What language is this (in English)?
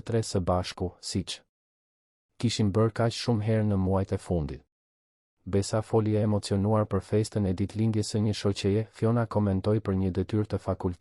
Albanian